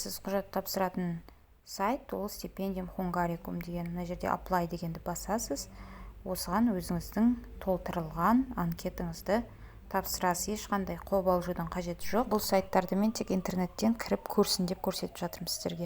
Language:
Kazakh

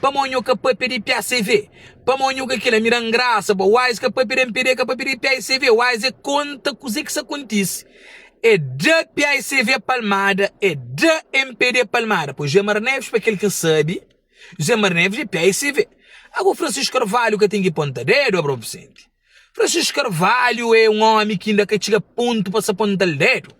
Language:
Kabuverdianu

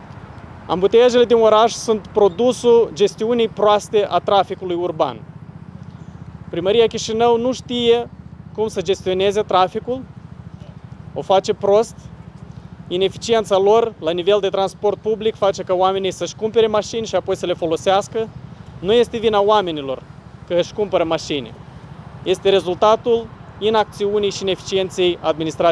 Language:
Romanian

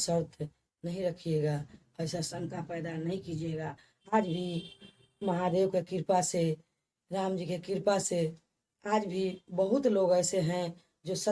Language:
Bhojpuri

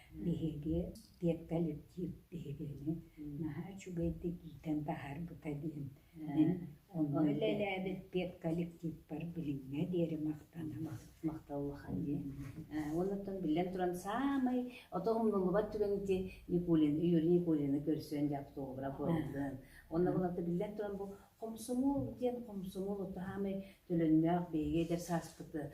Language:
Yakut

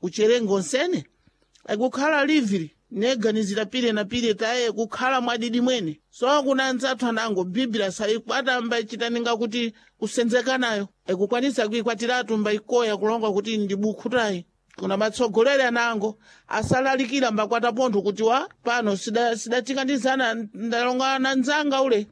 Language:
Sena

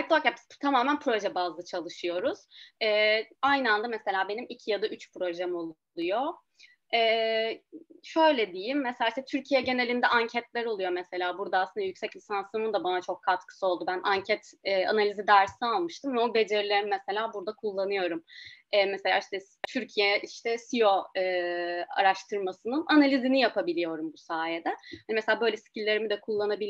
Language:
Turkish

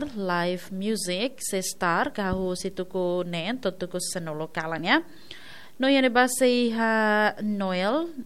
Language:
Tetum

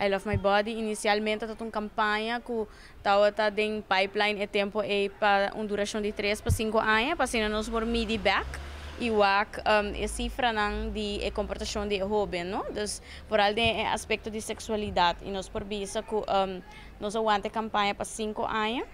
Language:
Papiamento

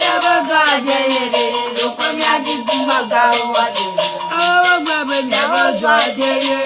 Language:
Ewe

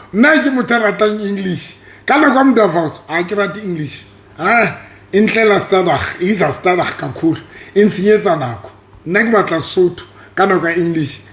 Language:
Southern Sotho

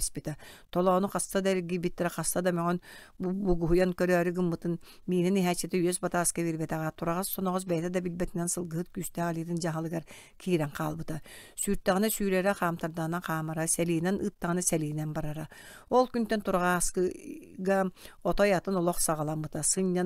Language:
Yakut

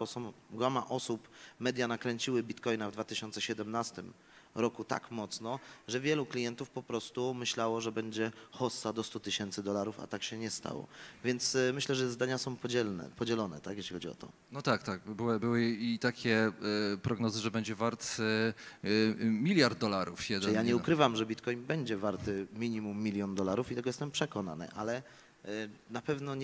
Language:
Polish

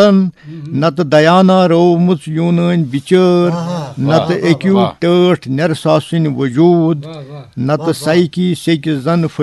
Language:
Kashmiri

